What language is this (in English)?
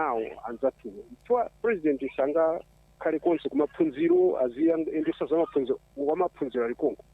Nyanja